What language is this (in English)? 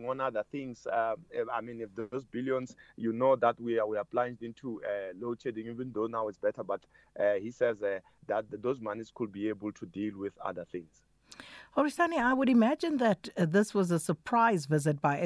English